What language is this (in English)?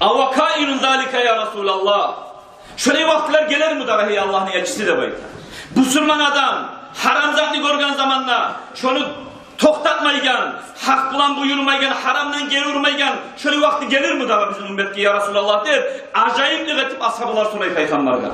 Kumyk